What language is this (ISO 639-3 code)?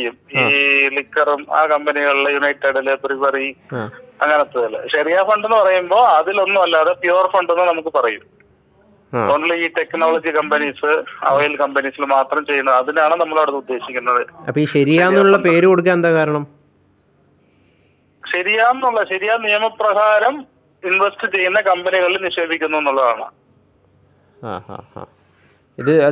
mal